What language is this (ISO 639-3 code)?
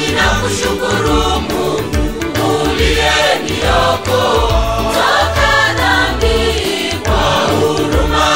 swa